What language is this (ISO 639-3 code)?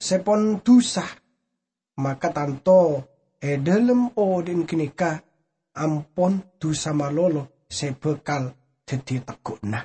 mad